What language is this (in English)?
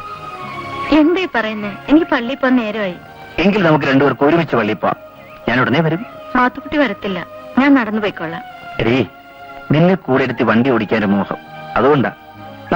Malayalam